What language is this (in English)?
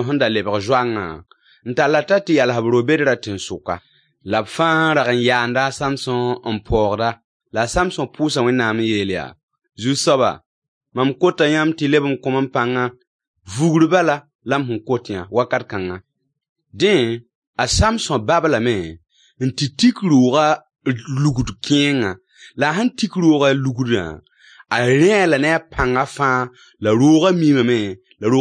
Mossi